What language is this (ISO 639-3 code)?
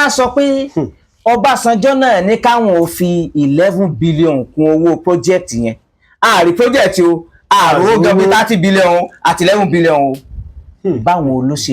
yor